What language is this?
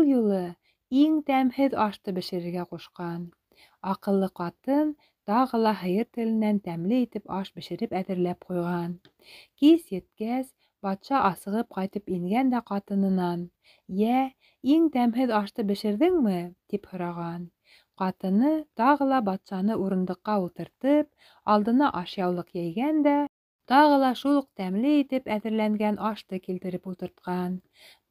Bashkir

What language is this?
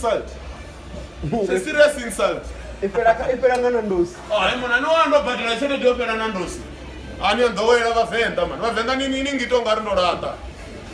Venda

